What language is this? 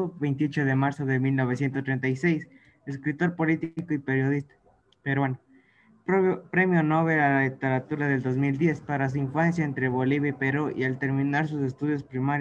Spanish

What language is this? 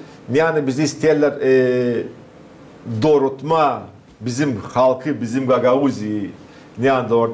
Gagauz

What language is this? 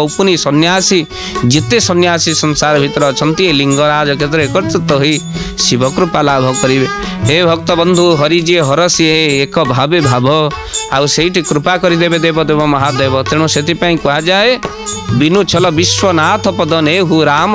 Odia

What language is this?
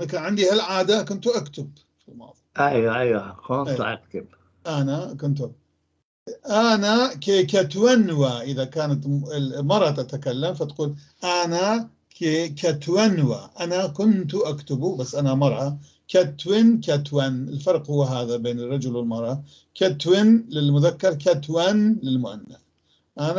North Levantine Arabic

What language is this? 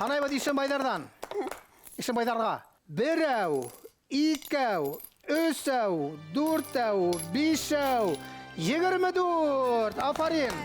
Bashkir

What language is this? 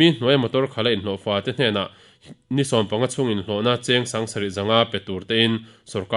Mizo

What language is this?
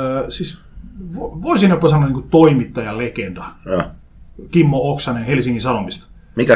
Finnish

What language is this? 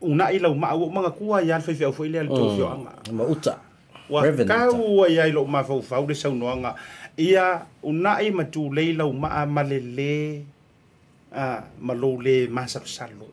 Samoan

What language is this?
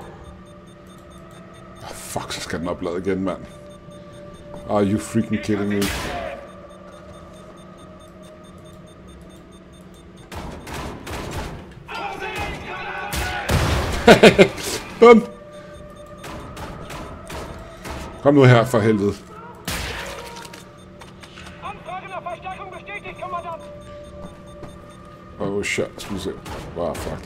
Danish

